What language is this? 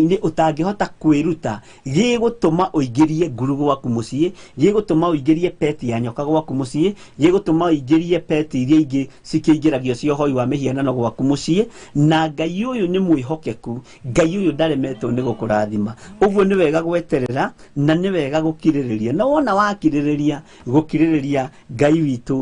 Kikuyu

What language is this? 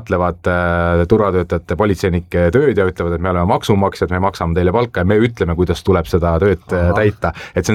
Estonian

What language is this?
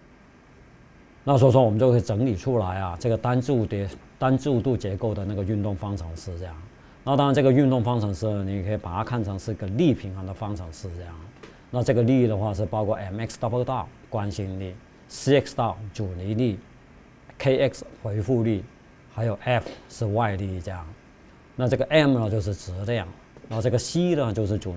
Chinese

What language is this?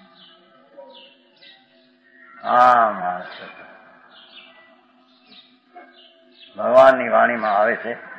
Gujarati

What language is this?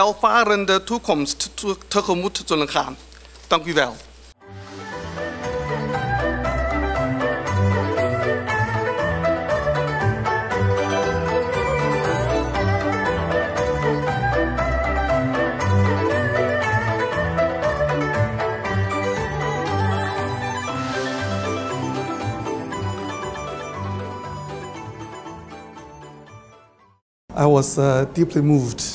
Dutch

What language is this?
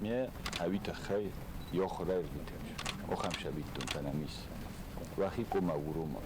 Ossetic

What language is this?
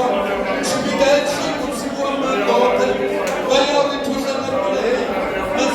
Venda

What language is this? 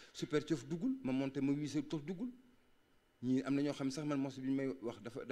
Wolof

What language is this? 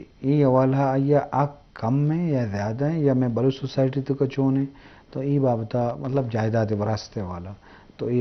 Eastern Balochi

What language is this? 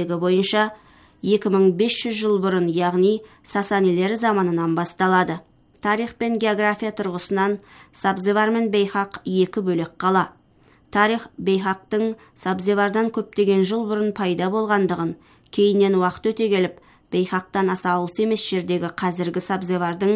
Kazakh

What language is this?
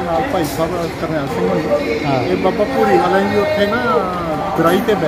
Punjabi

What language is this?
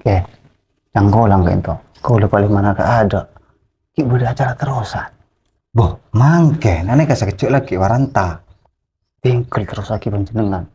Madurese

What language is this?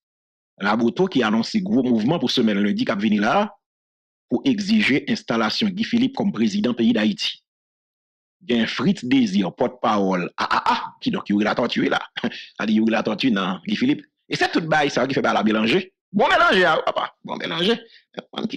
Haitian Creole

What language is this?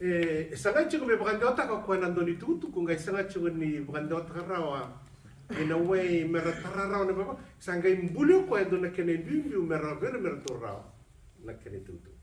Fijian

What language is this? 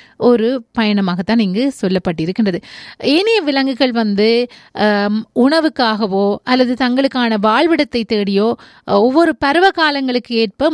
Tamil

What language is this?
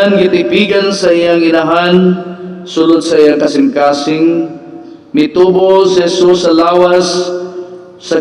Cebuano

